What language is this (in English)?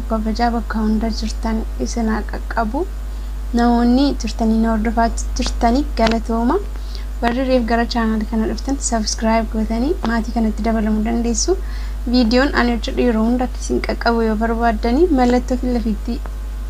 Oromo